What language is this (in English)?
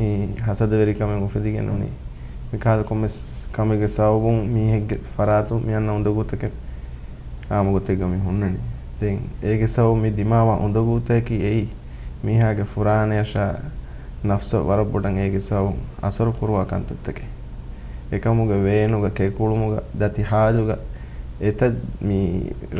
Divehi